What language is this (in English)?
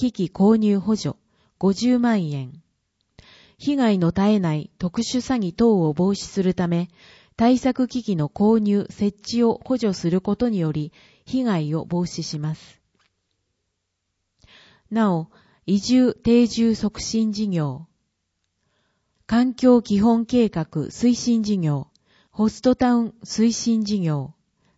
Japanese